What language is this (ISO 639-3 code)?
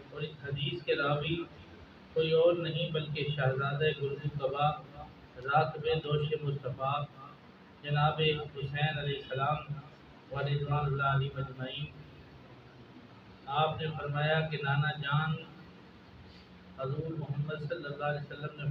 urd